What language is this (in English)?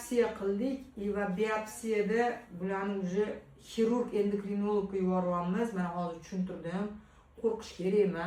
Uzbek